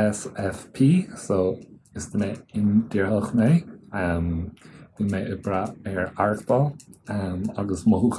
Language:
Irish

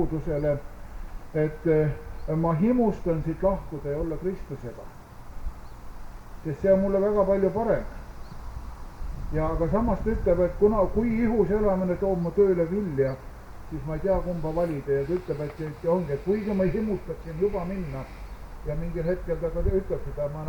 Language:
Estonian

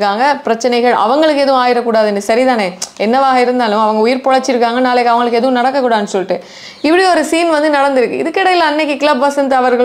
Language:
Tamil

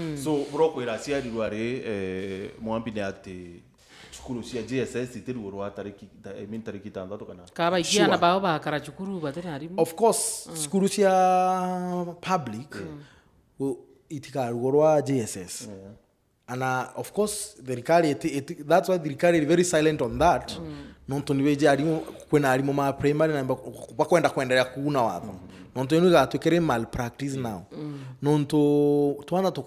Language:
Meru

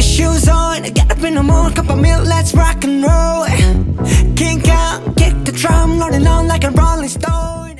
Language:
Yakut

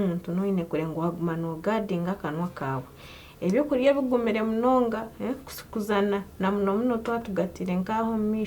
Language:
Nyankole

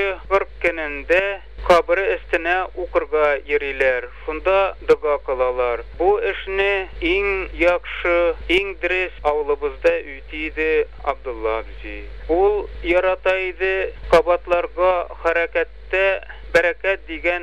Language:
Tatar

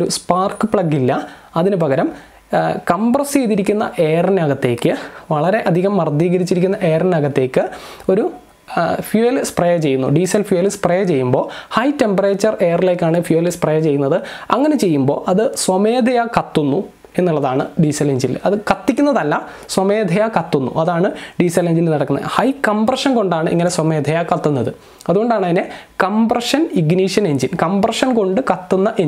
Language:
Malayalam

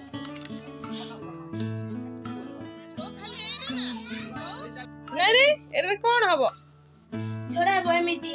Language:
Odia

